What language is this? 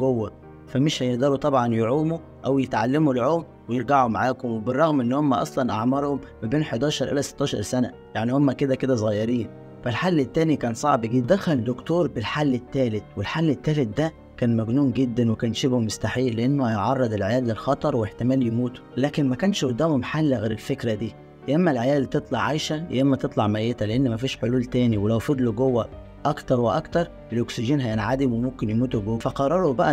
Egyptian Arabic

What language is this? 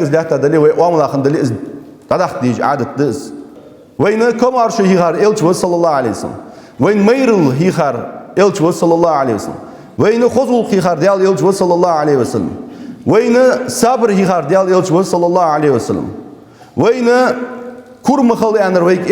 Ingush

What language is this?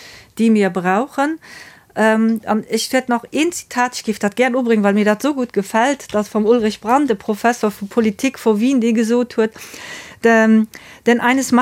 Luxembourgish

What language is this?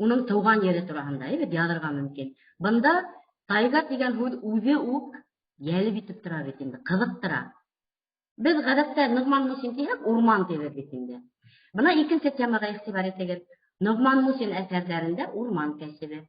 Bashkir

